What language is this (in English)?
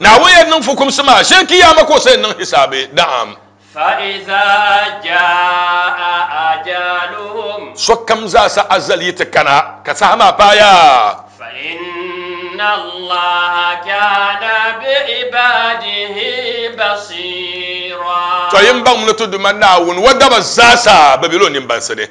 Dagbani